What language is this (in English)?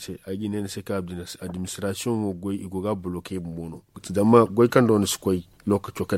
Zarma